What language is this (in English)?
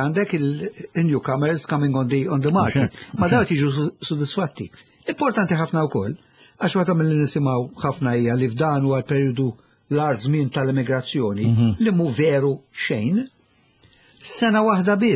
Maltese